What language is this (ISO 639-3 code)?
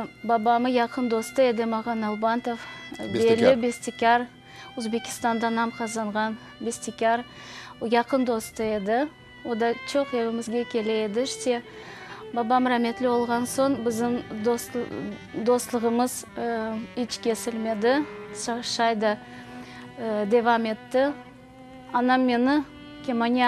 crh